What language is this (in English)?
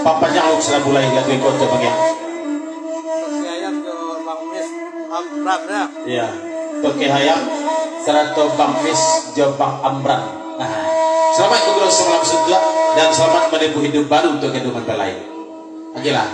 Minangkabau